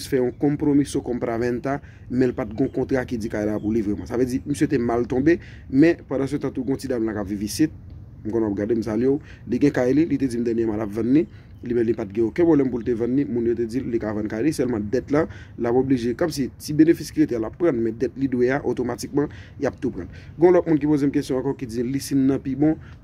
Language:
Haitian Creole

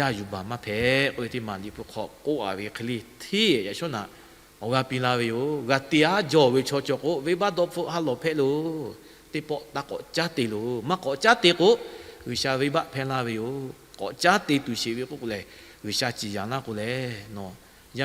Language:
Lahu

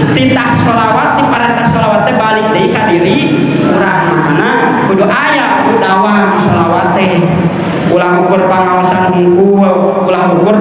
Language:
Sundanese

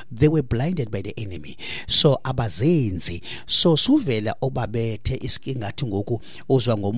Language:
Xhosa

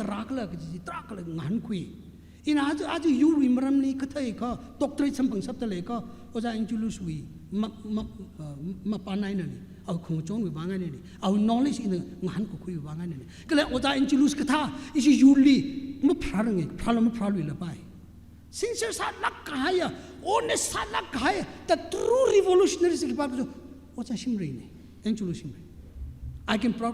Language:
Tangkhul Naga (India)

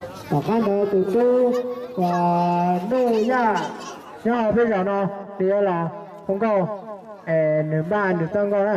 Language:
Hmong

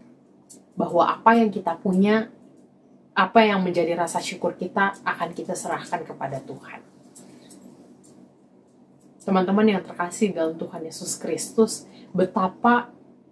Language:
Indonesian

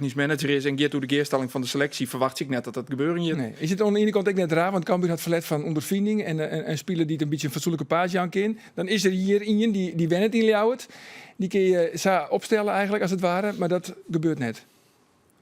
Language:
Western Frisian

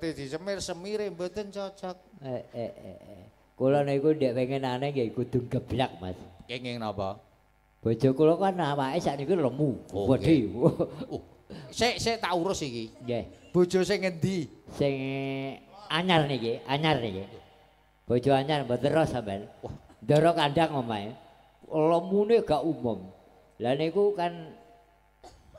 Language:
Javanese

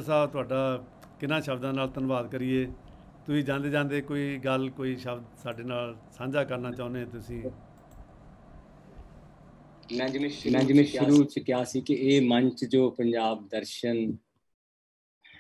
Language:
Punjabi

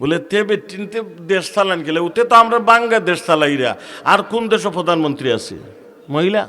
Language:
Sylheti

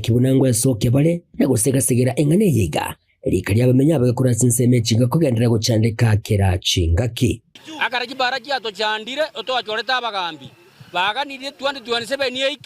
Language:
Gusii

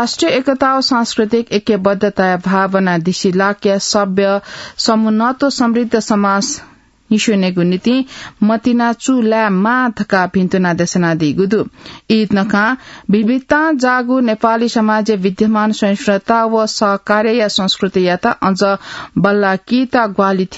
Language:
Newari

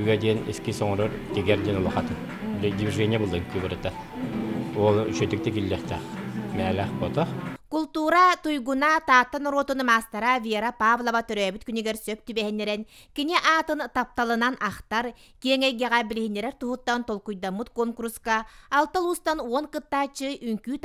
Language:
Yakut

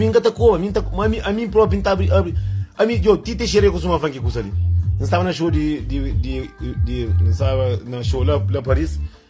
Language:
Kabuverdianu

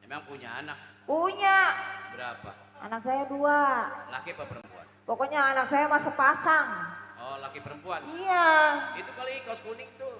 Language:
Betawi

